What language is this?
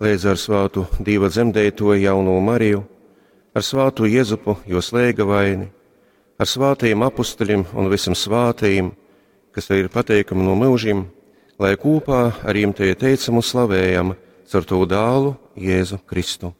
Latgalian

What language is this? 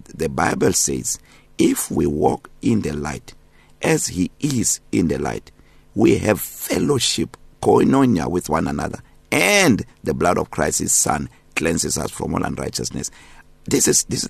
English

